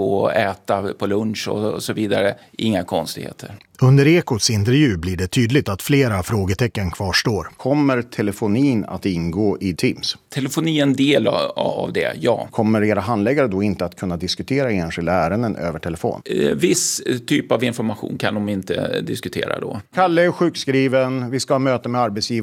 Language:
Swedish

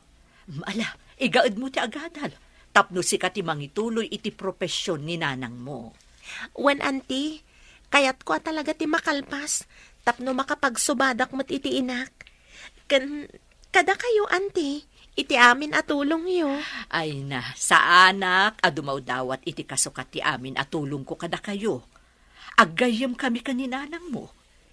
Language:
Iloko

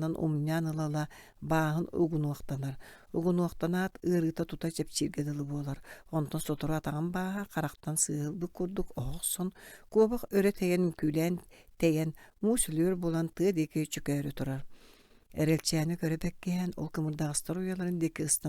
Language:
Yakut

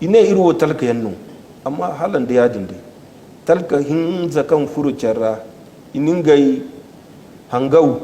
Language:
Zarma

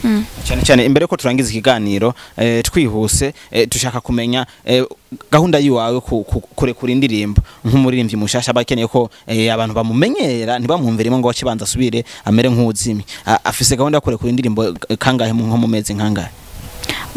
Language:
Rundi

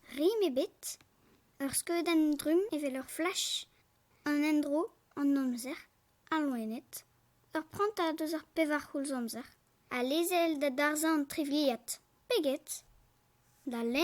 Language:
Breton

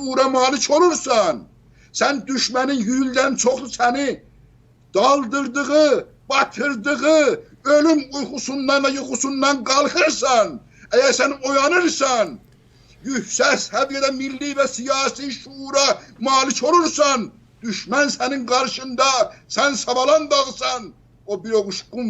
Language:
South Azerbaijani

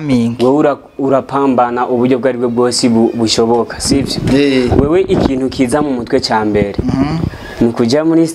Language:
Rundi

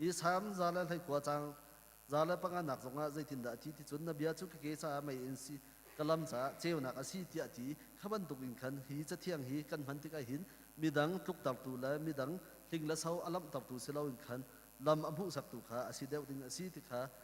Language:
Hakha Chin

